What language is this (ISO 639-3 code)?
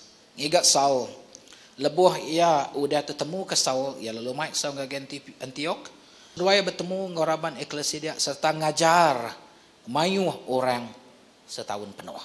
iba